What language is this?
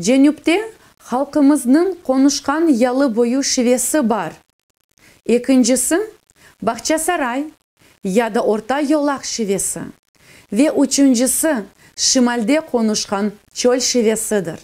Crimean Tatar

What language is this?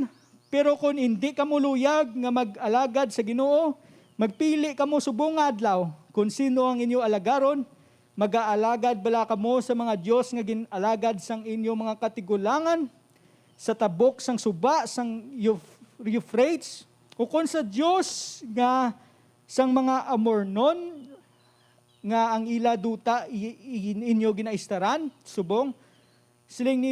Hiligaynon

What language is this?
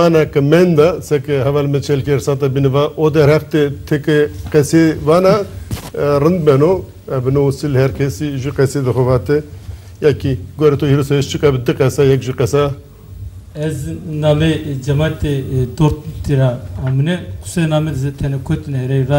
Zaza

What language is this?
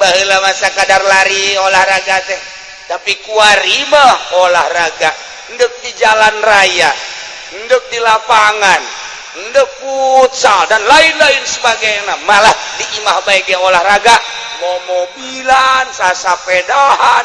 Sundanese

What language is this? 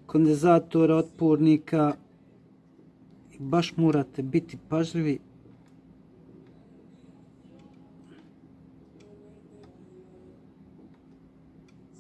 Croatian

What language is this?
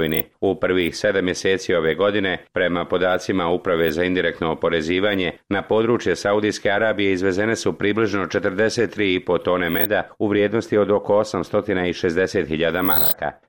Bosnian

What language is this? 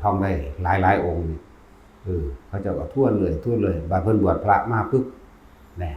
Northeastern Thai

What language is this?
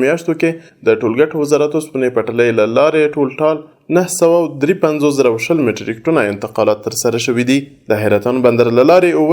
Pashto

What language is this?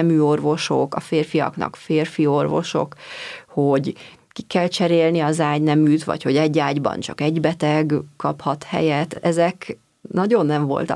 Hungarian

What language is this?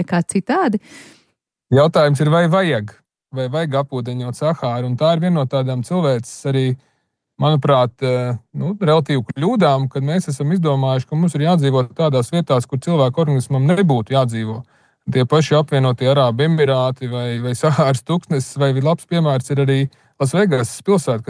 Latvian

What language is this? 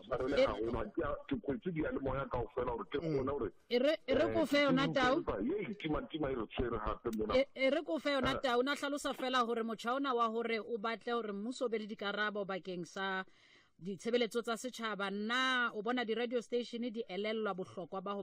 Tswana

